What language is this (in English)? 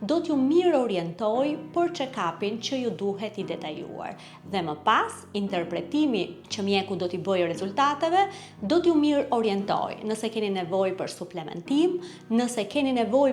Albanian